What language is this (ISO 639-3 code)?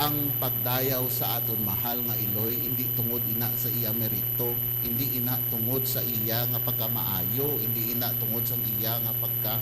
hil